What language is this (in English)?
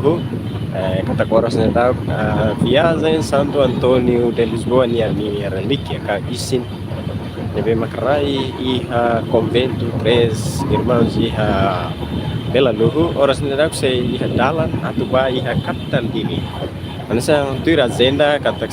Tetum